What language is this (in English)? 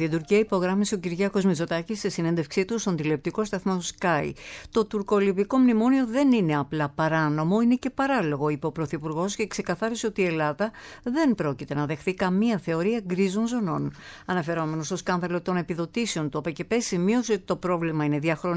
Greek